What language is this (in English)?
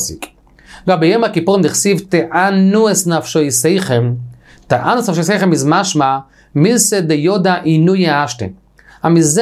Yiddish